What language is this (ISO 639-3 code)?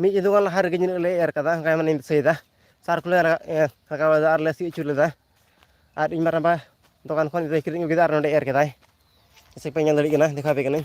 sat